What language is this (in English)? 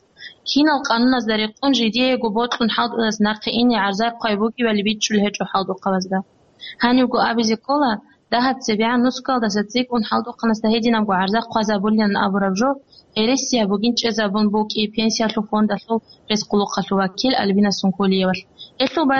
Avaric